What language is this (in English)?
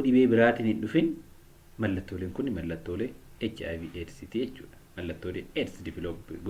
Oromo